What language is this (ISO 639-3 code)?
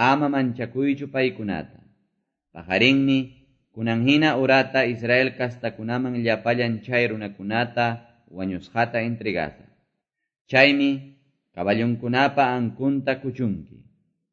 que